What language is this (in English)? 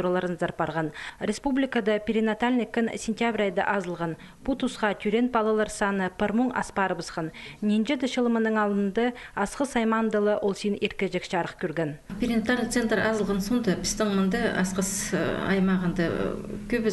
Khakas